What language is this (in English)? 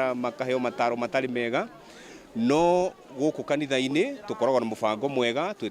Kikuyu